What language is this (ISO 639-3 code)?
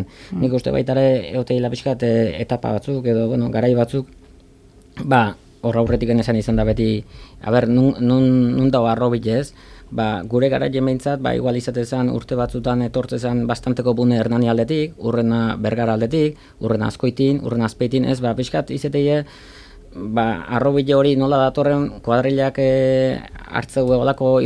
eus